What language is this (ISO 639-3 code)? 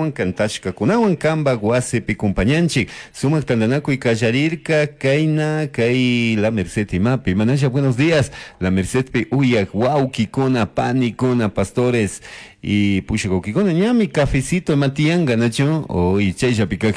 qug